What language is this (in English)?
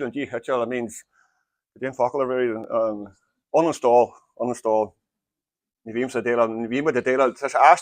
Irish